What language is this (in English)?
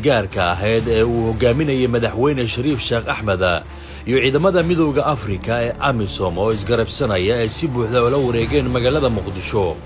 Somali